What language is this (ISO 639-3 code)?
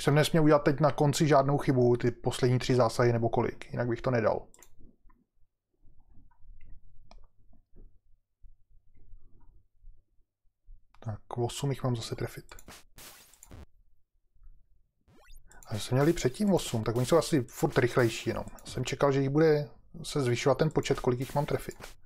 ces